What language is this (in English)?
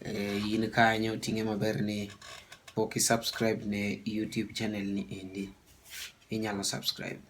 Luo (Kenya and Tanzania)